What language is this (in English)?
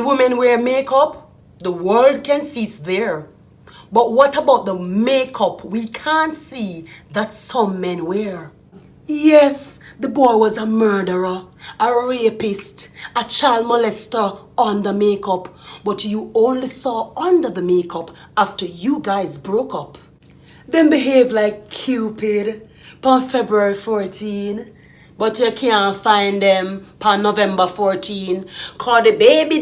Jamaican Creole English